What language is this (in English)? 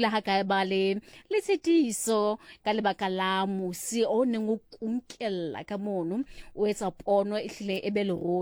Southern Sotho